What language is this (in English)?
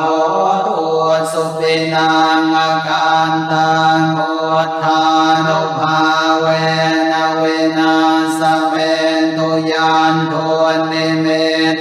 Pali